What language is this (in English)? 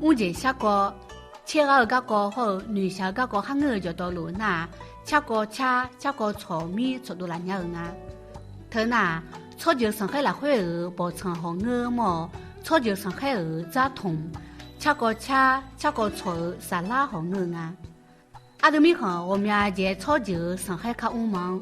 Akha